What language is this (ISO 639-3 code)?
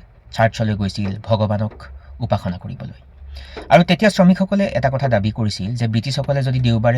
asm